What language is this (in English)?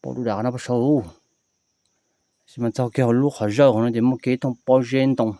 Hmong